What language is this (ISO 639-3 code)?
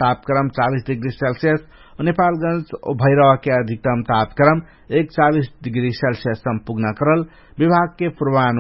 thl